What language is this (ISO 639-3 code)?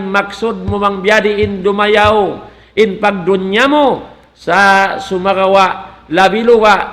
tsg